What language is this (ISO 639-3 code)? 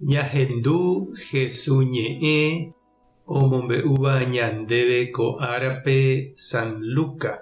grn